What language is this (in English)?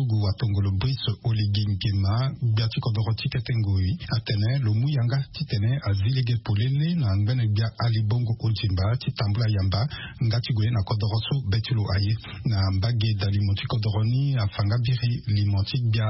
Sango